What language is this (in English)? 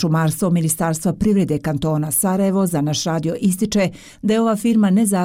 Bosnian